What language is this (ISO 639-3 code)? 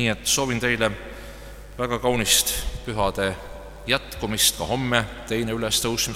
est